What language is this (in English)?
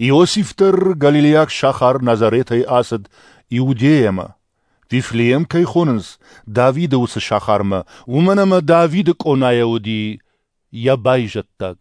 Ossetic